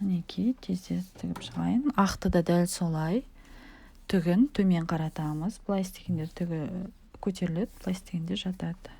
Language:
Kazakh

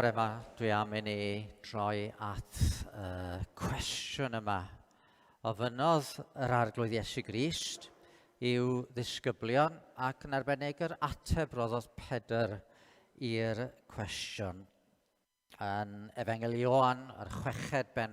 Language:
Welsh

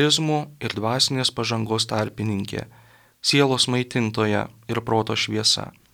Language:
Lithuanian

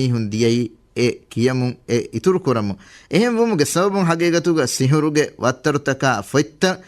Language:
Divehi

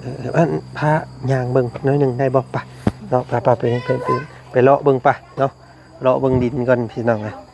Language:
Lao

